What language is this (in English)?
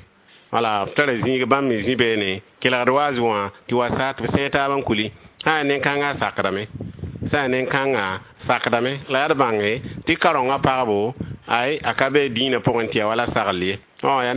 Mossi